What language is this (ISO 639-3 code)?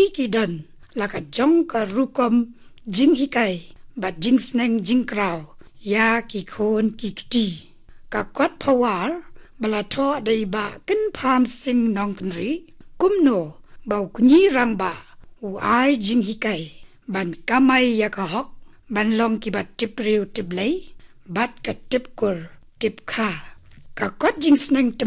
kha